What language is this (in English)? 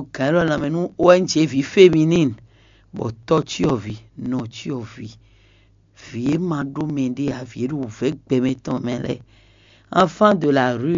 Fon